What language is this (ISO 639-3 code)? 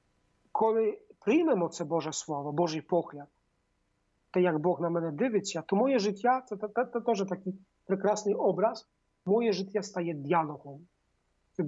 ukr